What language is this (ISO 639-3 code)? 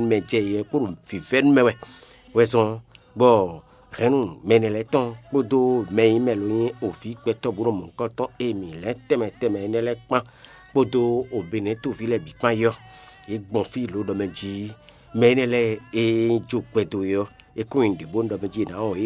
fon